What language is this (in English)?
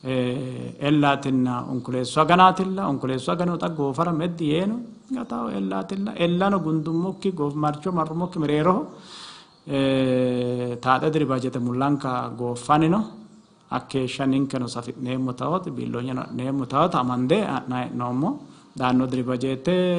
Sidamo